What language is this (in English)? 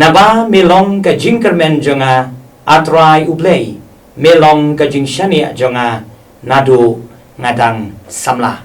Khasi